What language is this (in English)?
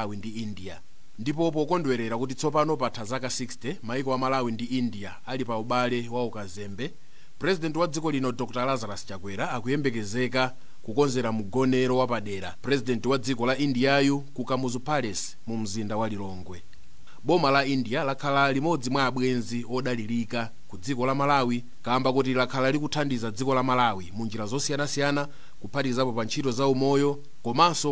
Nyanja